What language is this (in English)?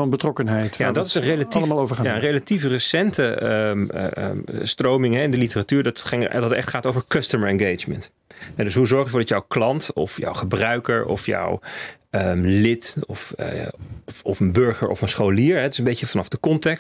Dutch